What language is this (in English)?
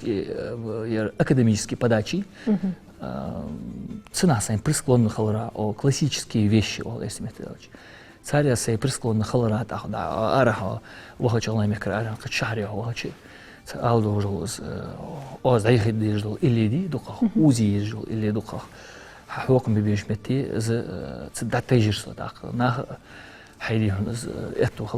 Ingush